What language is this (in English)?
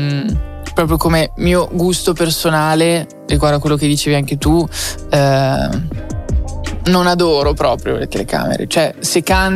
Italian